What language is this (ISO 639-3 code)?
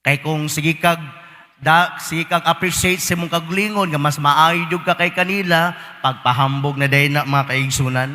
ceb